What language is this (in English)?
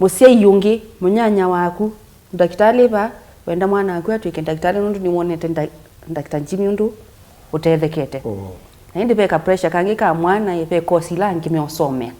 Kamba